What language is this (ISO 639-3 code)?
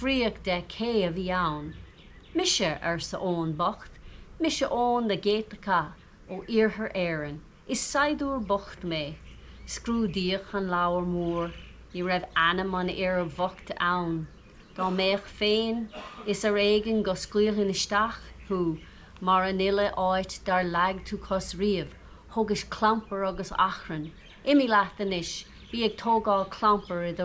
gle